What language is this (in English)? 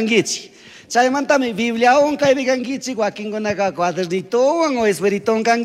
Chimborazo Highland Quichua